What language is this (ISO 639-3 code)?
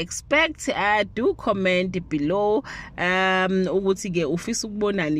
zul